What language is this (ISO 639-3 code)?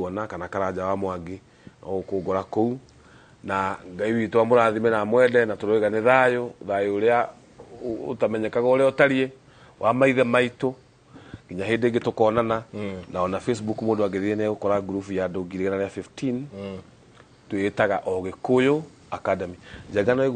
kik